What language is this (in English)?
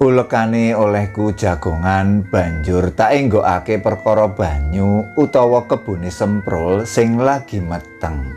Javanese